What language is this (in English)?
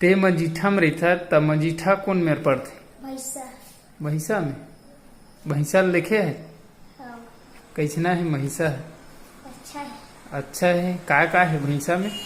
Chhattisgarhi